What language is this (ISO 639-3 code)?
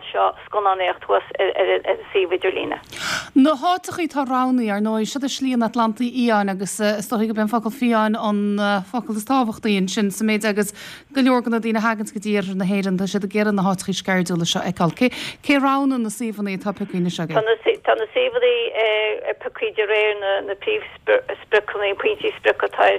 gle